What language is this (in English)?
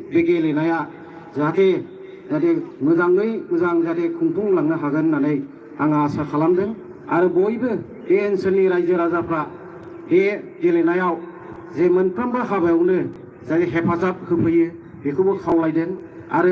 Bodo